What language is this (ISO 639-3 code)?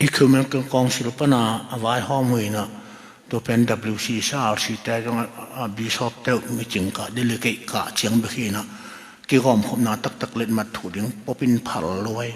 ctd